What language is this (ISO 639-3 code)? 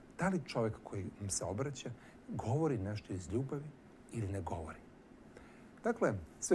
srp